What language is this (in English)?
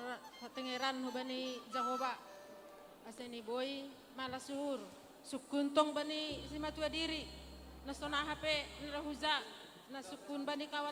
Batak Simalungun